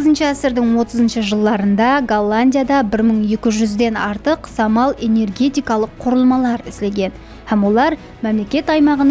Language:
Kara-Kalpak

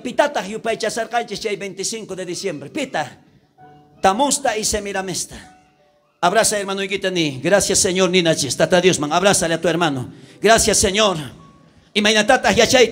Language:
South Bolivian Quechua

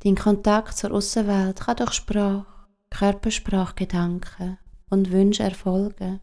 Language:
Swiss German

